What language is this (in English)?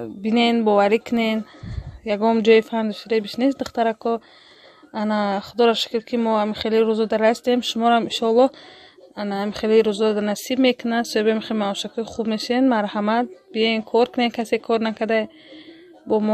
Tajik